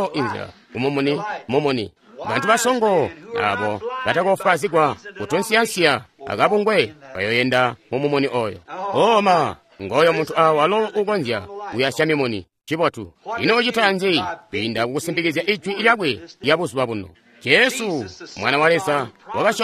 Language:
Tonga (Zambia)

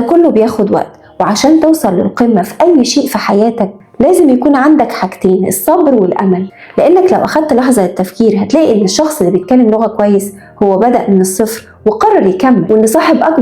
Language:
Egyptian Arabic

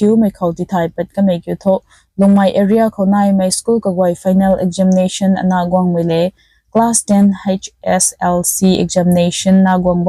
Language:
Rongmei Naga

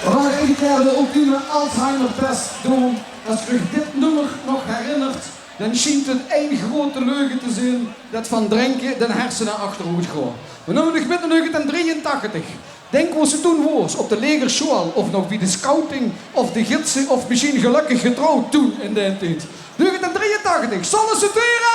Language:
Limburgish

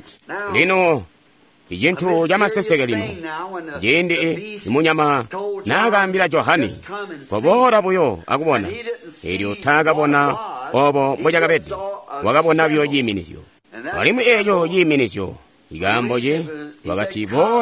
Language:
Tonga (Zambia)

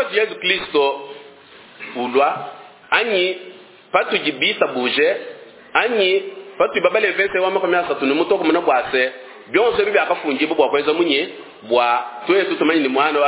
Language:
Luba-Lulua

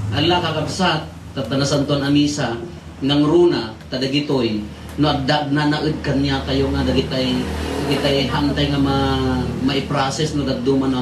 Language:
Iloko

